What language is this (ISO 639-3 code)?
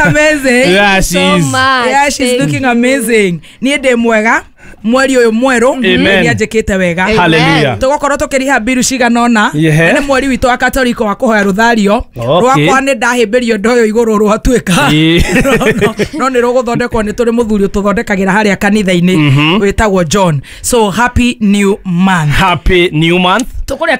kik